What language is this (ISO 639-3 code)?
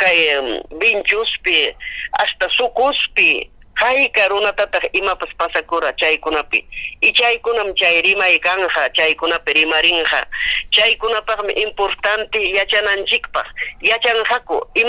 quy